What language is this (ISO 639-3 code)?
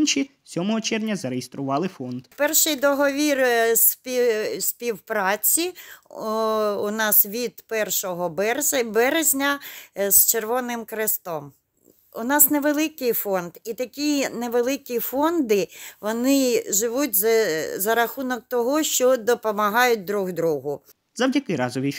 ukr